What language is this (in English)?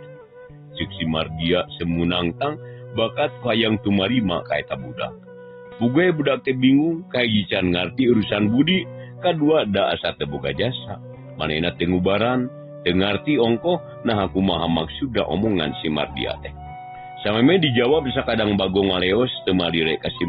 Sundanese